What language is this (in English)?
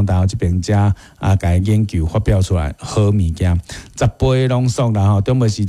Min Nan Chinese